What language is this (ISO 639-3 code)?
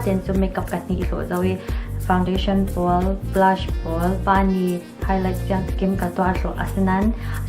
cfm